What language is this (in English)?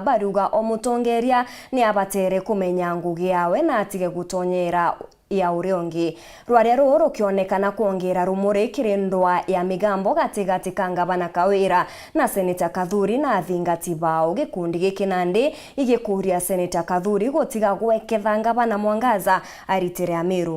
Meru